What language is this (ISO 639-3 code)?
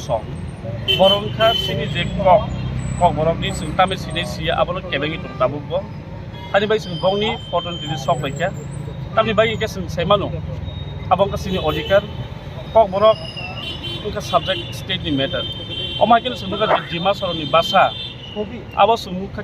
trp